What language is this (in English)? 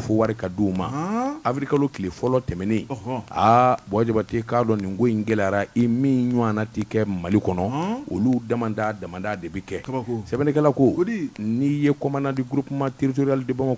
Bambara